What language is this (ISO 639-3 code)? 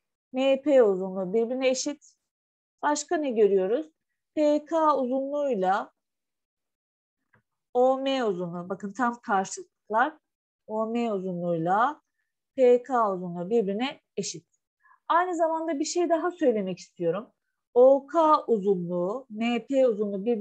tur